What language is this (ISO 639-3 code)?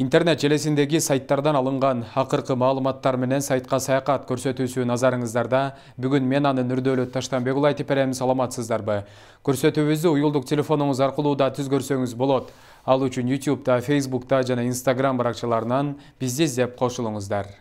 kir